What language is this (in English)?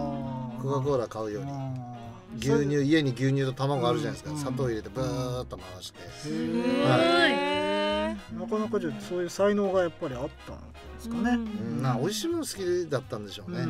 Japanese